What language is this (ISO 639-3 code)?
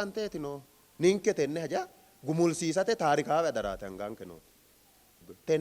sid